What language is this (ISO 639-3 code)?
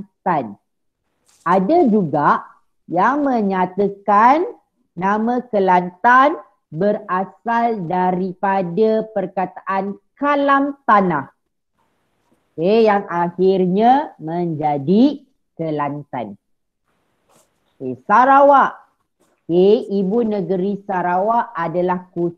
msa